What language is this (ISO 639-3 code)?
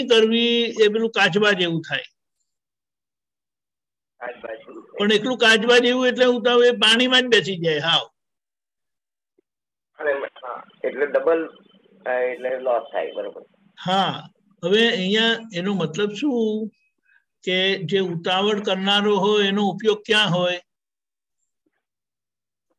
guj